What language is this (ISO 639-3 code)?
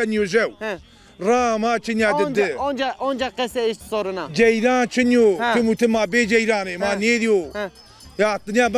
zza